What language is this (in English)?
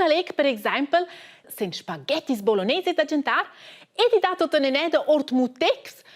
Romansh